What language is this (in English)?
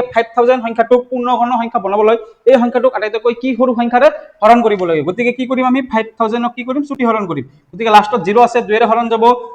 Assamese